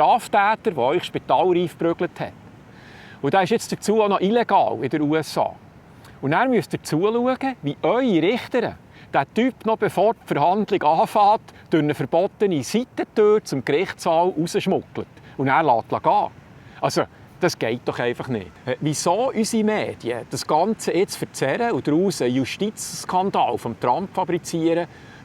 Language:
Swiss German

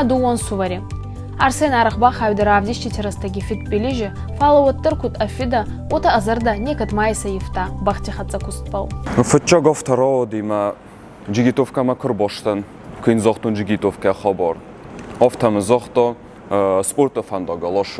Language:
Ossetic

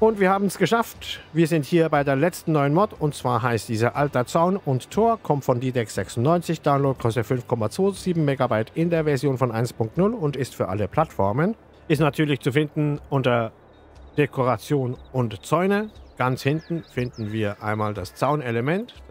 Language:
German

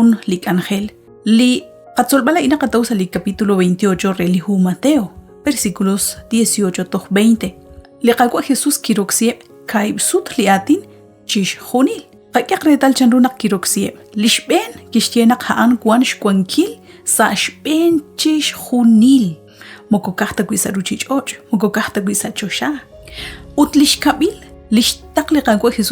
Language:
Kekchí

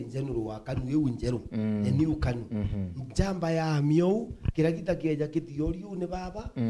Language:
Meru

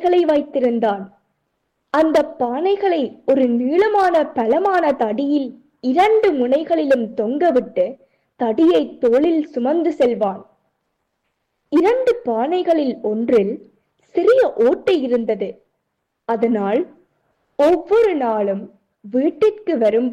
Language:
Tamil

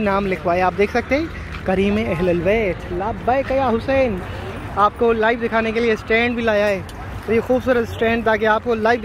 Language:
Hindi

